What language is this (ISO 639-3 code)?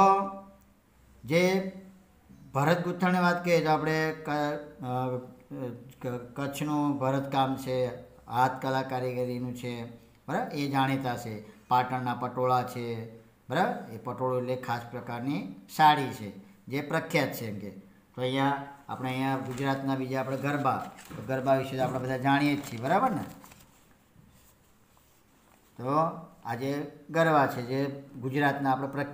guj